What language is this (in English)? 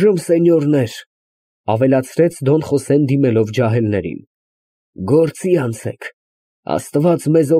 Armenian